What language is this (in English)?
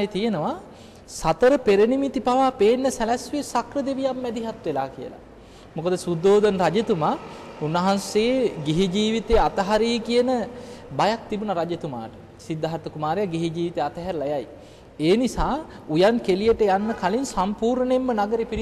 Sinhala